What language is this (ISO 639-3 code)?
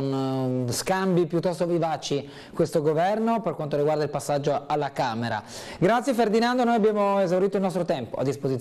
ita